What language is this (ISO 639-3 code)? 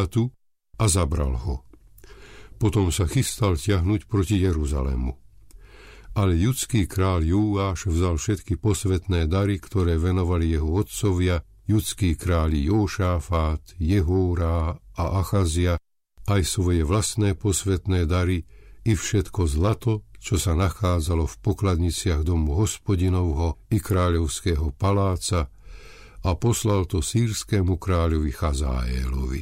slk